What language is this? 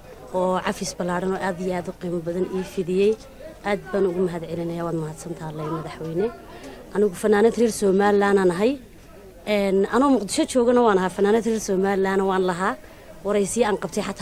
Somali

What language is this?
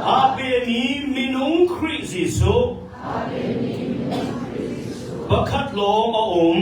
Hakha Chin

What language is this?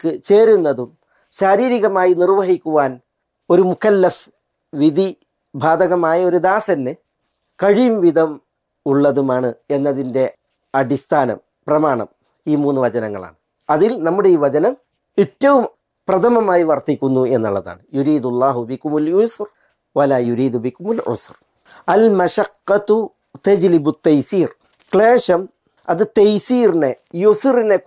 Malayalam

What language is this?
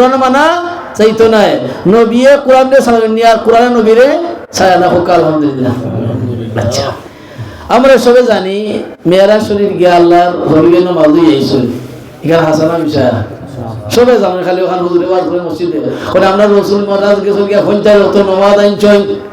Sylheti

